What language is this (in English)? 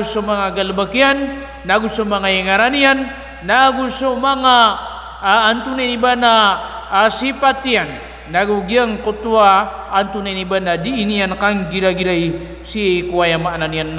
Maranao